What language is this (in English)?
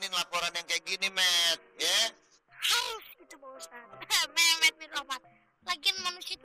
Betawi